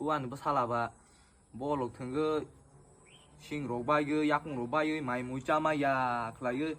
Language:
Kok Borok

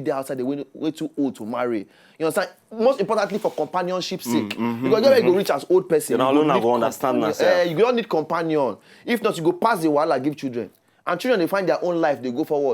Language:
Nigerian Pidgin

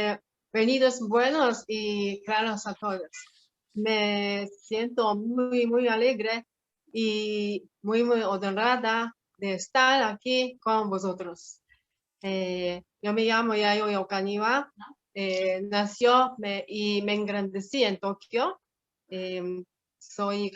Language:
Ladino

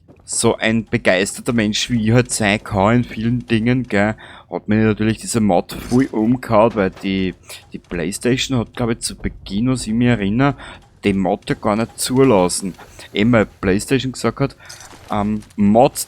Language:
Bavarian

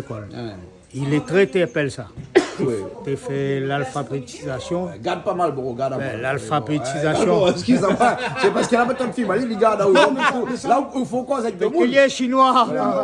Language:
Réunion Creole French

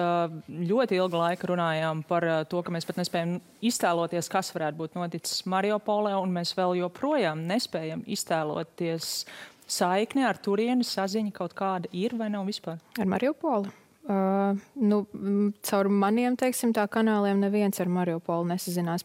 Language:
Latvian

